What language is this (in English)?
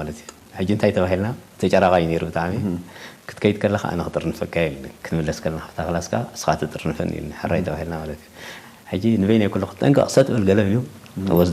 Tigrinya